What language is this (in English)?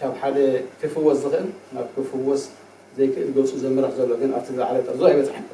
Tigrinya